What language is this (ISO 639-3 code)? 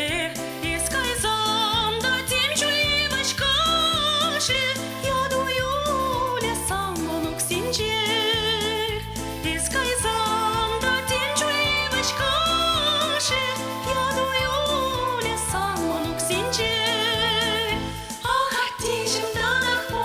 chv